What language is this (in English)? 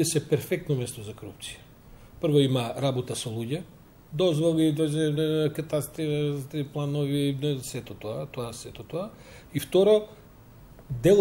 Macedonian